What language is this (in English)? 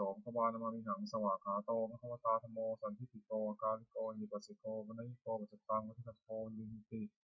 Pali